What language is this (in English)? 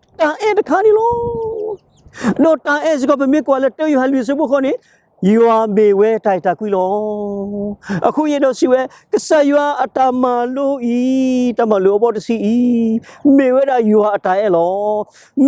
S'gaw Karen